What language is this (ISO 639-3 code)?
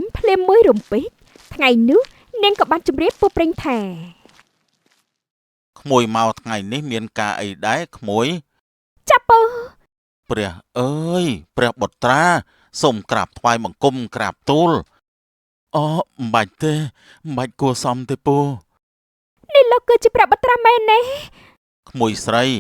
khm